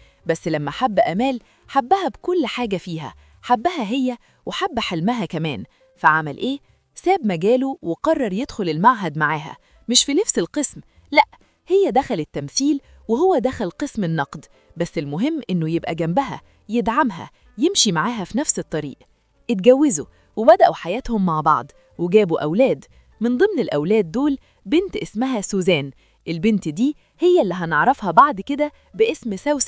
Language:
Egyptian Arabic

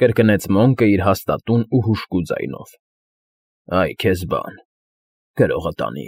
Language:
Armenian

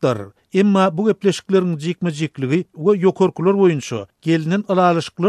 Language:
Turkmen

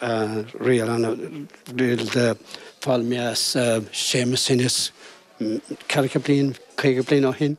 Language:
Irish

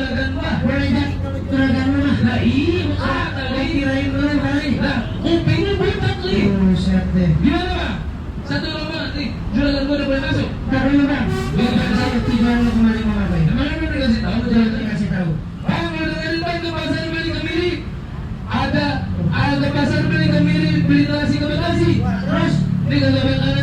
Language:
Betawi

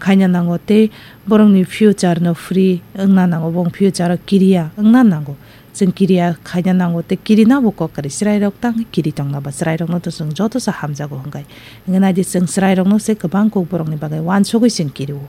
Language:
Kok Borok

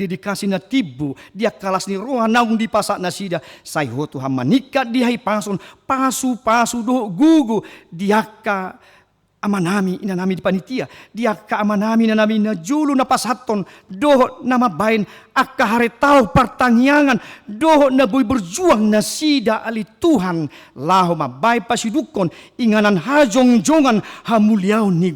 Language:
Batak Toba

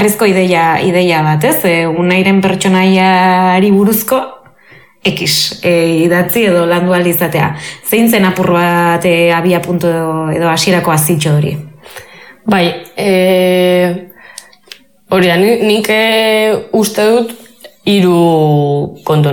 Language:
Basque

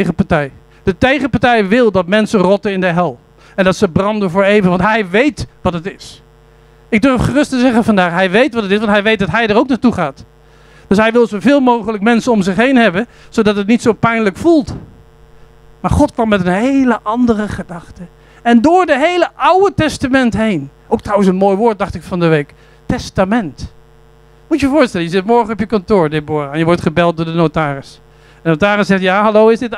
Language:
Dutch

